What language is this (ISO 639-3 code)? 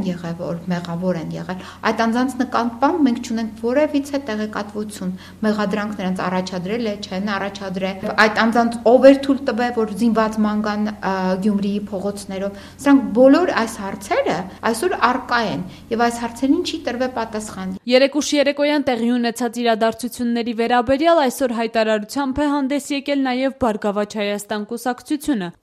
hye